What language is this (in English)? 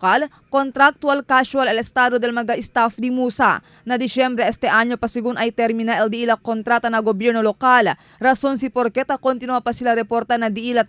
Chavacano